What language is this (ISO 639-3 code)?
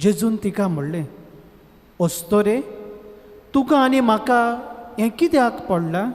kok